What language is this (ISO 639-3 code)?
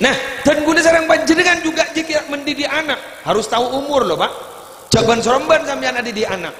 mad